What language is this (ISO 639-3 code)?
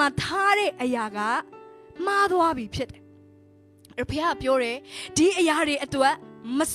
mya